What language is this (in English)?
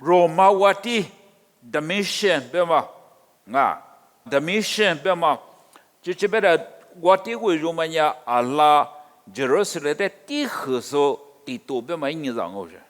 Lisu